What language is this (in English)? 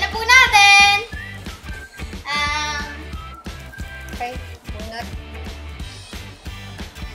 Filipino